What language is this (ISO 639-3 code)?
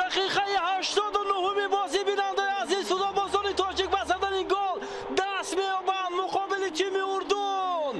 tgk